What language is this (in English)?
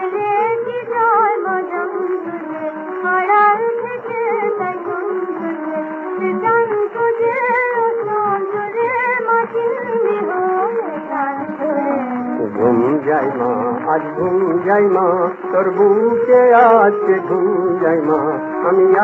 Bangla